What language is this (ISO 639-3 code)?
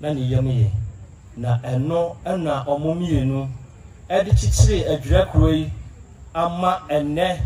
aka